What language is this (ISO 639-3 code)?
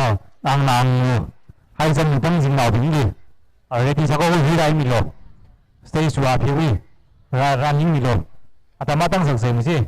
nmf